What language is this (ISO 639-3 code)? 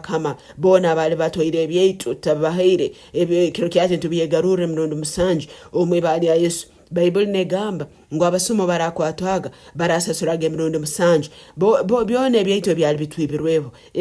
nyn